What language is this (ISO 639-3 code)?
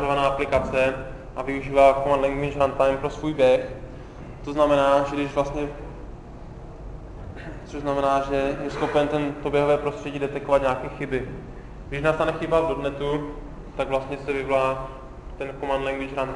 ces